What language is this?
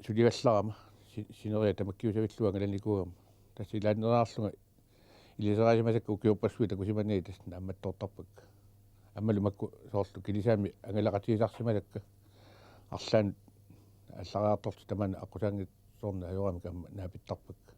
Kalaallisut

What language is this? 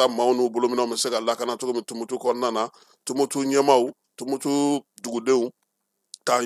Bambara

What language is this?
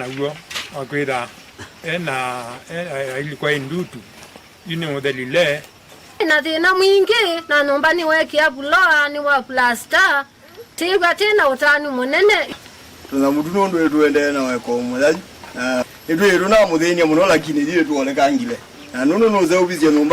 Kamba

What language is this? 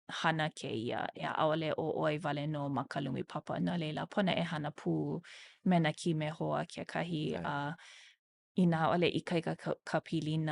Hawaiian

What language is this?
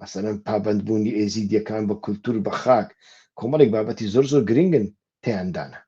Central Kurdish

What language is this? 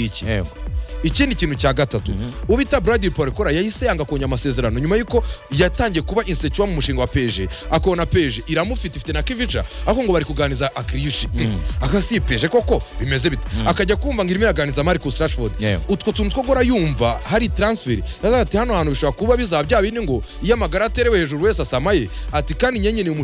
Kinyarwanda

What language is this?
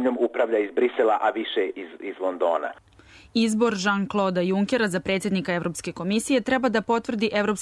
Serbian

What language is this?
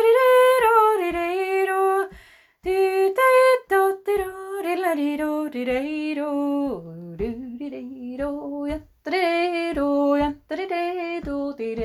Basque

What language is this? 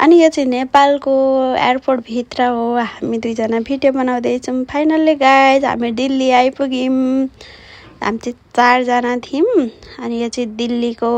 Nepali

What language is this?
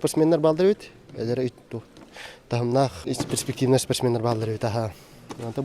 Yakut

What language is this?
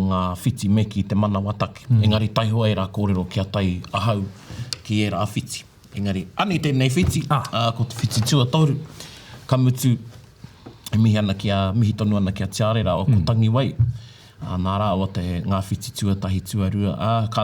Māori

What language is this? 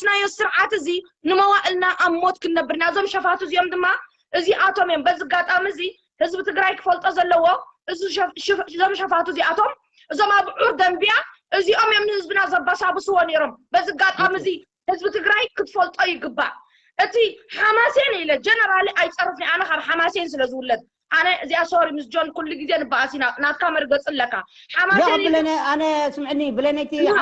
Tigrinya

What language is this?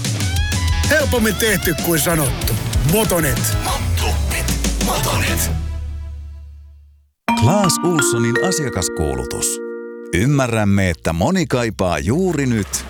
Finnish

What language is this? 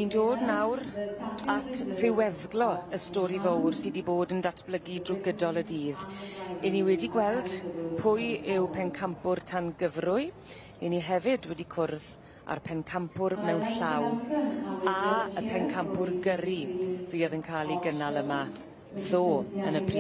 Welsh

